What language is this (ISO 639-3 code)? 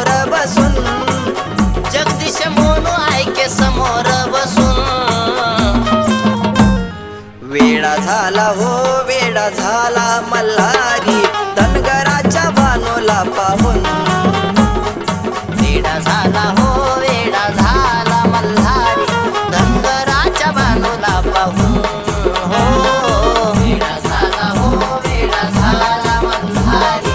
mar